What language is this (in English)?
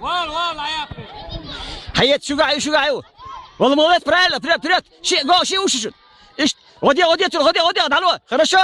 Chechen